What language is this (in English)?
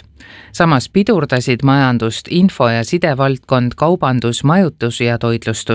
Estonian